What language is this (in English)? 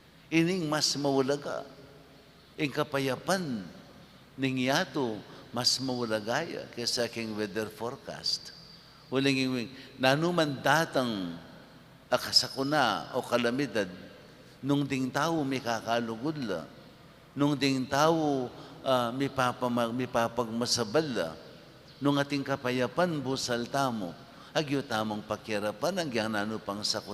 Pampanga